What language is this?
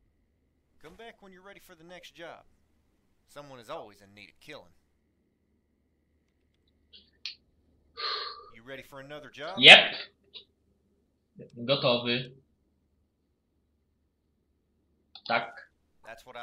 Polish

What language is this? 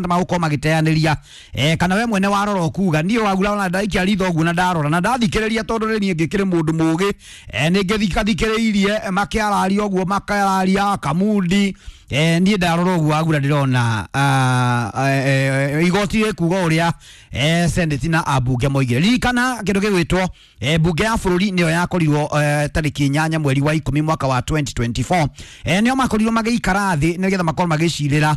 Kikuyu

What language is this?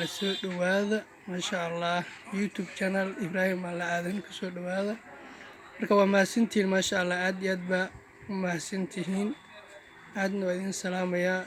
Somali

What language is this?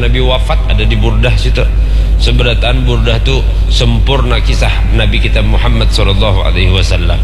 Banjar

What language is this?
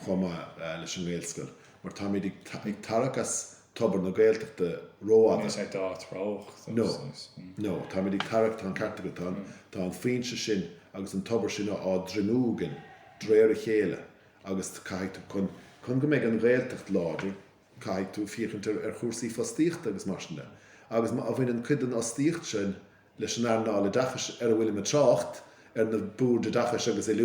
Irish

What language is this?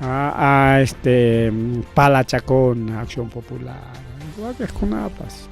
Ayacucho Quechua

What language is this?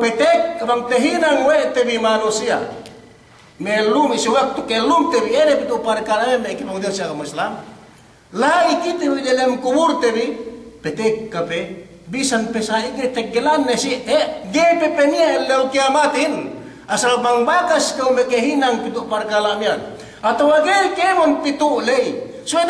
Yakan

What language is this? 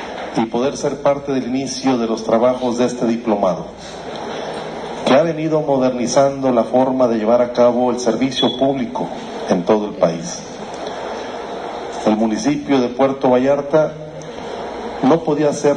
Spanish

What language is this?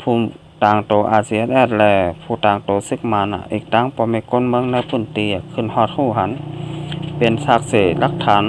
Shan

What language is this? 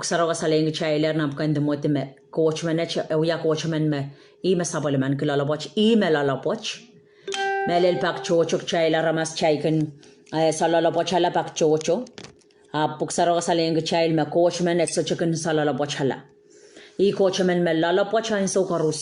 Pohnpeian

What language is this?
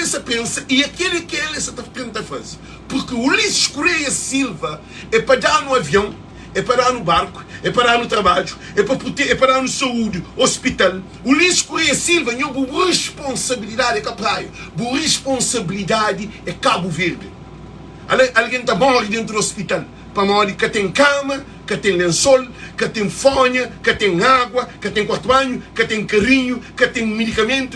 Kabuverdianu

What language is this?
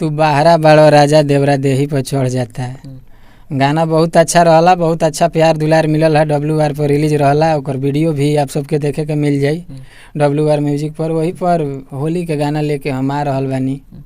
Bhojpuri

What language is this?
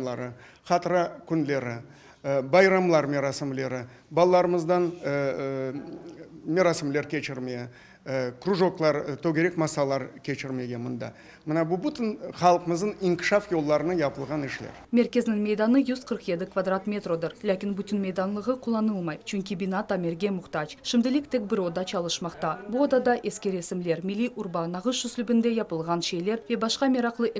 Crimean Tatar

